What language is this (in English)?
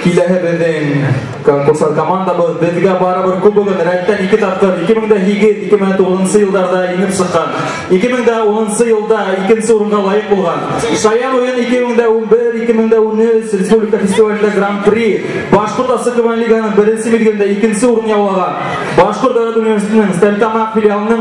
Bashkir